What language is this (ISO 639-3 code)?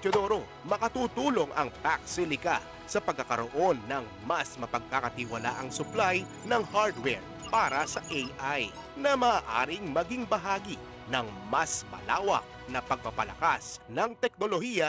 fil